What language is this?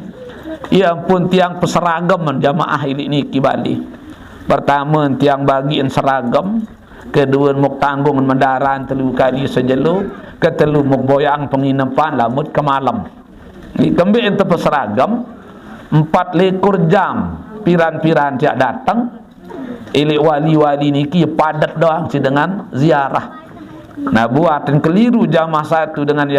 Sasak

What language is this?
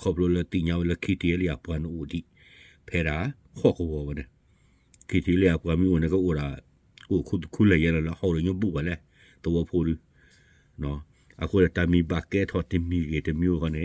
S'gaw Karen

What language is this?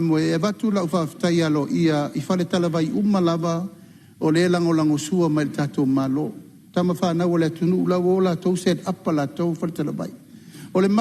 Samoan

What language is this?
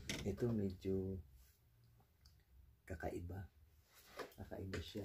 Filipino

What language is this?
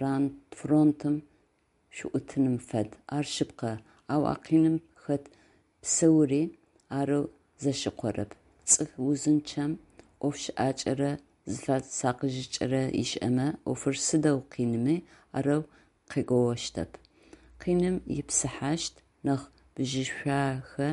Adyghe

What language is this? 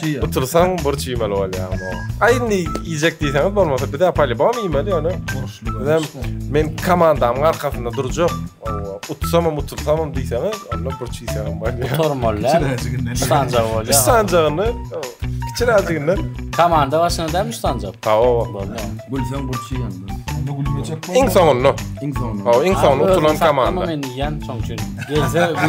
Turkmen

